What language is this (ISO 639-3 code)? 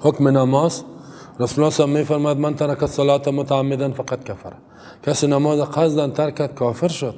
fas